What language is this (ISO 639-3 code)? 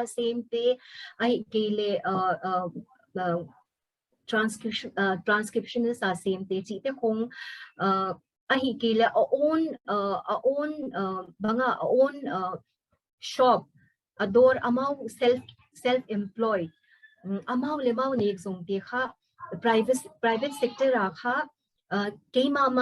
pck